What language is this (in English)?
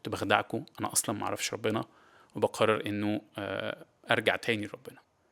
Egyptian Arabic